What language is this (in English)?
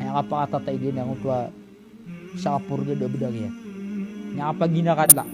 Maranao